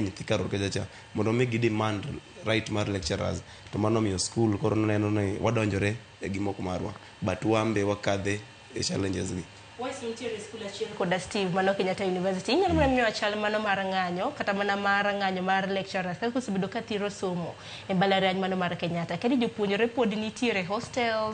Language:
Luo (Kenya and Tanzania)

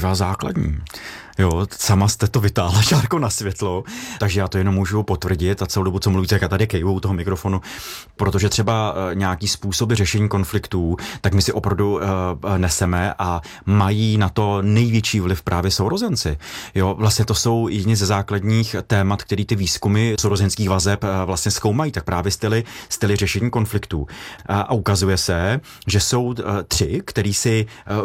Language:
Czech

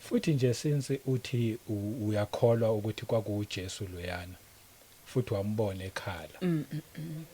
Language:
Zulu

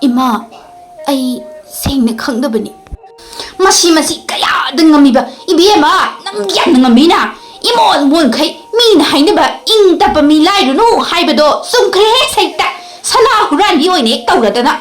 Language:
Manipuri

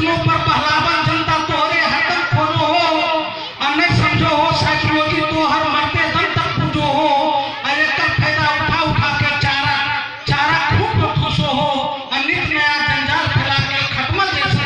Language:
Magahi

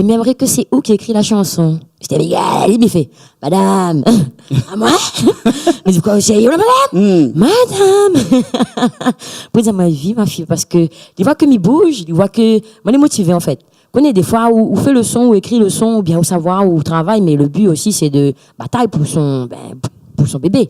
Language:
Réunion Creole French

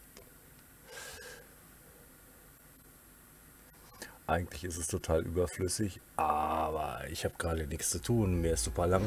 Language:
German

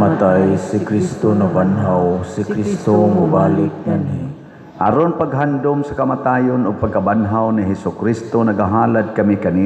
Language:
Cebuano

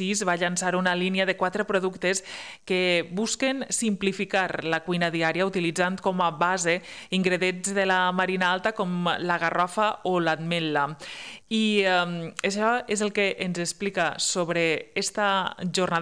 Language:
Catalan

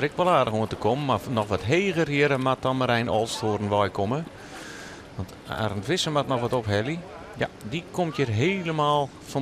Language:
Western Frisian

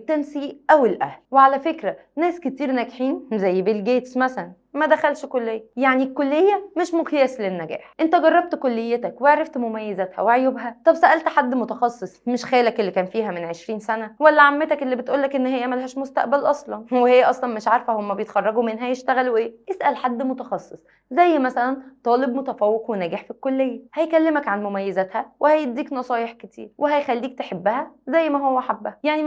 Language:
Egyptian Arabic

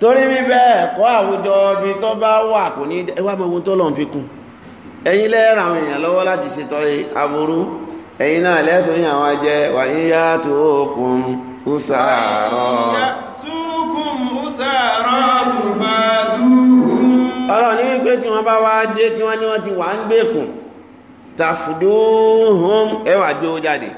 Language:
Yoruba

